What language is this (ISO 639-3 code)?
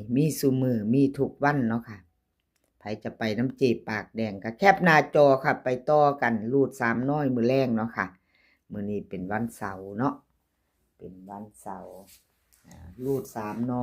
tts